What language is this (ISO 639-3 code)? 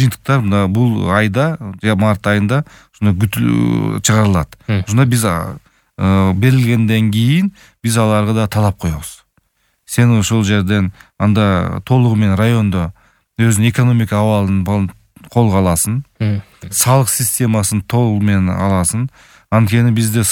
kir